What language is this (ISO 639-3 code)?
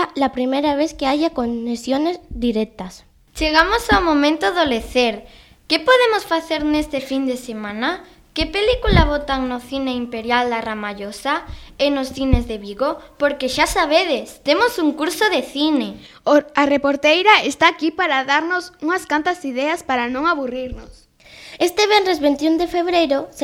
glg